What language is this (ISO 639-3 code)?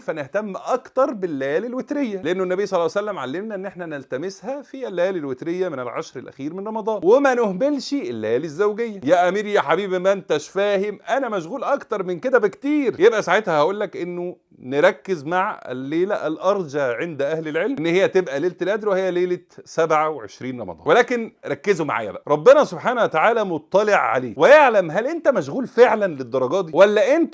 arz